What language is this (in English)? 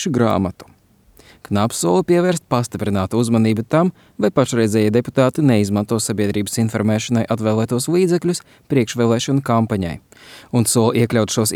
Latvian